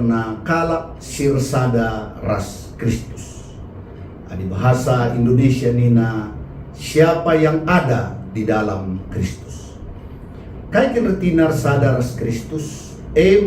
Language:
Batak Karo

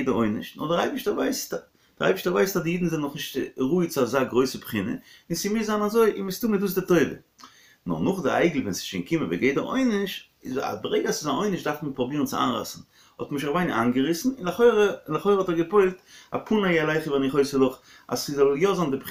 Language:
Yiddish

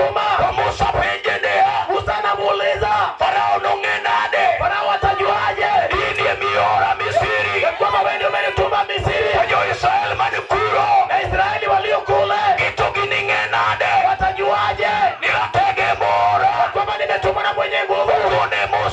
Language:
Luo (Kenya and Tanzania)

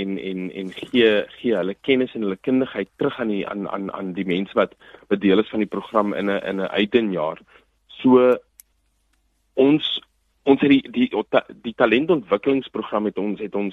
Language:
Afrikaans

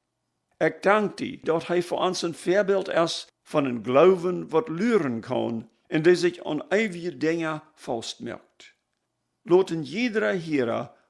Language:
Plautdietsch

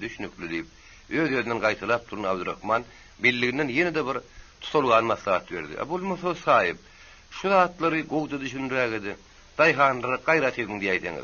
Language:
Turkmen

